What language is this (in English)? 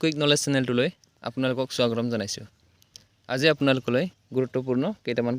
Assamese